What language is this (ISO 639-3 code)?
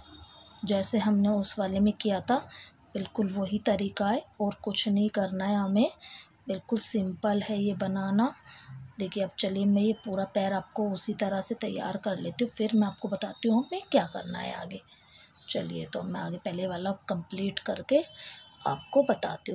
hin